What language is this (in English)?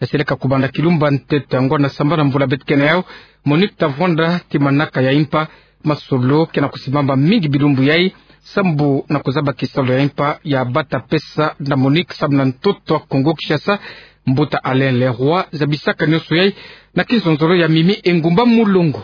Kituba (Democratic Republic of Congo)